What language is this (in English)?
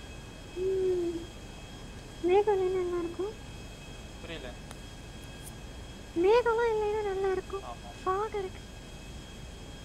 Tamil